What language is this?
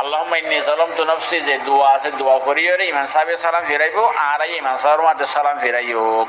Rohingya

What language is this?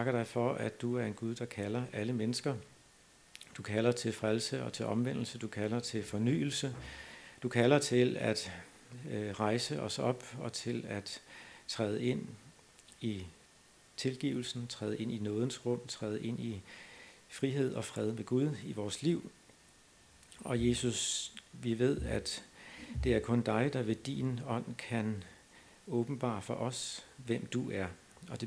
Danish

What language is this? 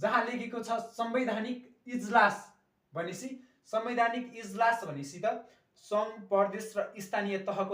Nepali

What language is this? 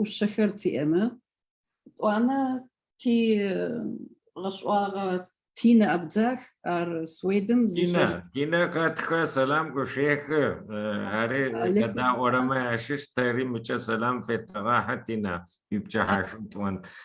Adyghe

